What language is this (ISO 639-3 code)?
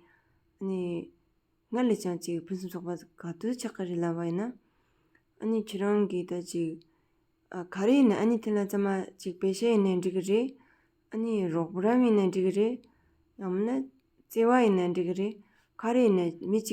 bod